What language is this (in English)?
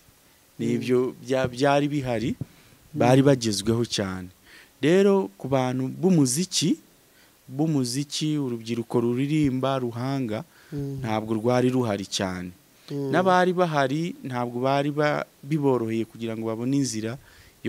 Kinyarwanda